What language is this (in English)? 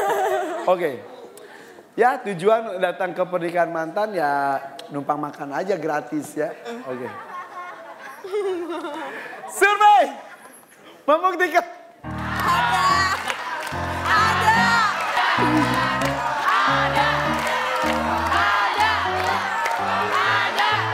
Indonesian